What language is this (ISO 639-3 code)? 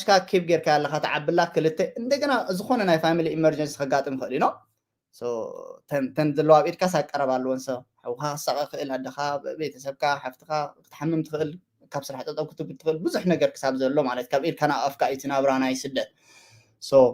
tir